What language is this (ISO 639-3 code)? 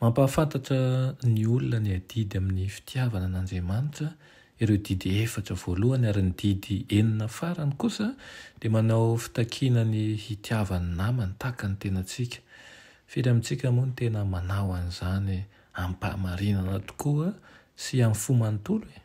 mlg